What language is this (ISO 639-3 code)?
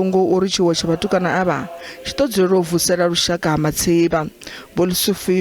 ven